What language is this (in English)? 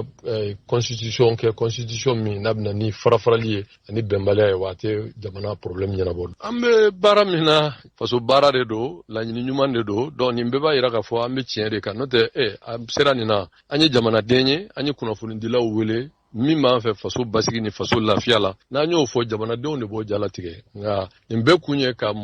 Bambara